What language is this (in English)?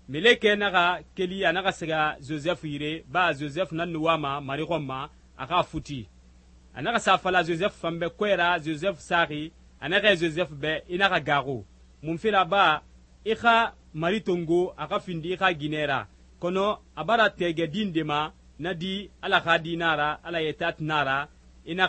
Susu